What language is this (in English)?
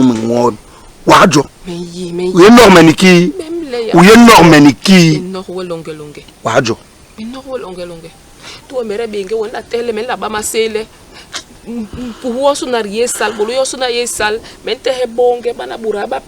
Basaa